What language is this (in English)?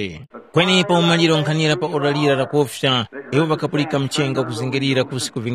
Tumbuka